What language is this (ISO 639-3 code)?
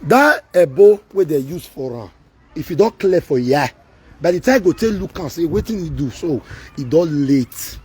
pcm